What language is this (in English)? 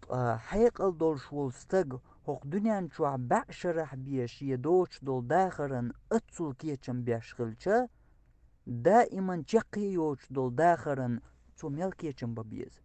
Chechen